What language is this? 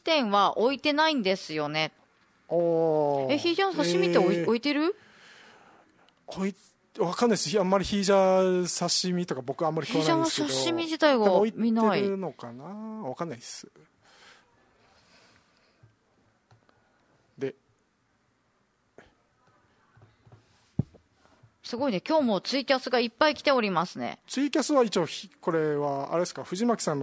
Japanese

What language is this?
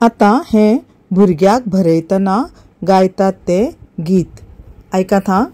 Konkani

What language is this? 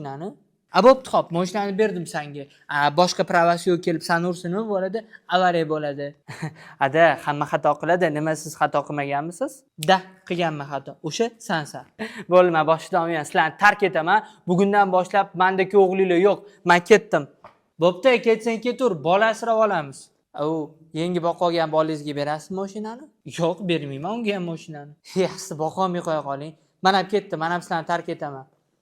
Uzbek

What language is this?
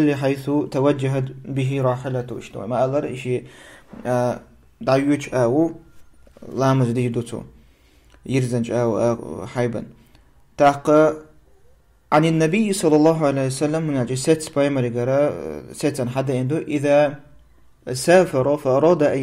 Chechen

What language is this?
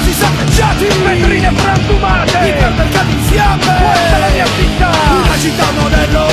Italian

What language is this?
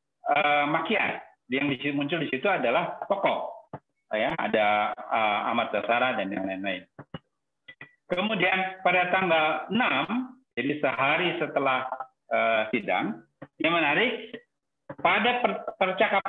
Indonesian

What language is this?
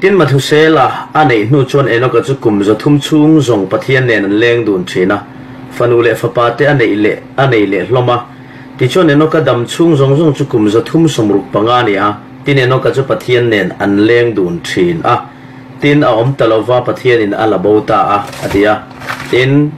Falam Chin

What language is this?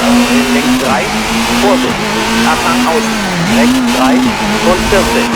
Bavarian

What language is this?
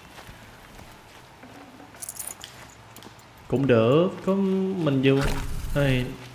Vietnamese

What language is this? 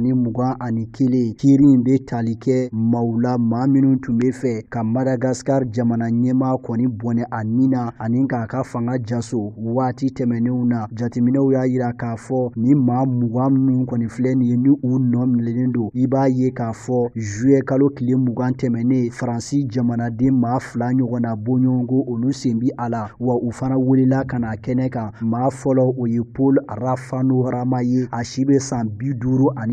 Bambara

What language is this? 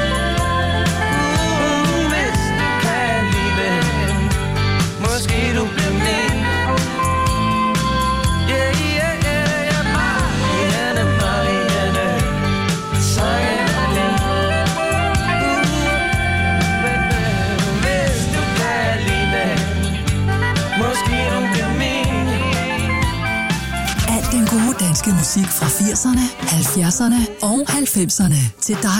Danish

